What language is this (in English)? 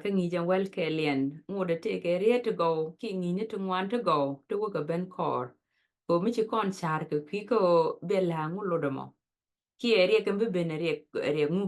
Nuer